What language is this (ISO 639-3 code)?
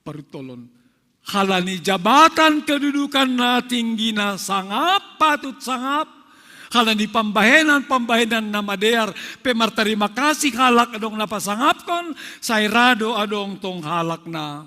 bts